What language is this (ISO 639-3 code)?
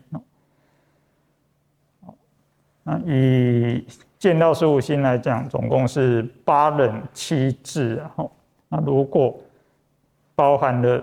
zho